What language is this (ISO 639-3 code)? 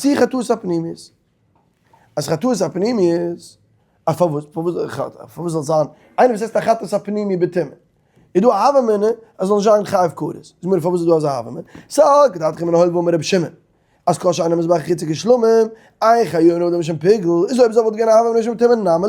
yid